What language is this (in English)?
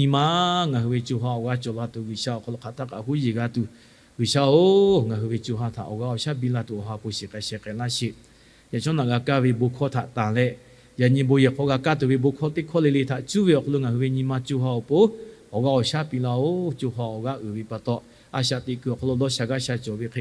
Lahu